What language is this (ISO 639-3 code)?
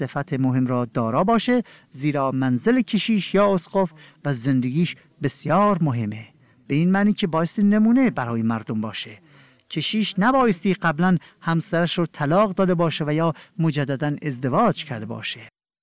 fas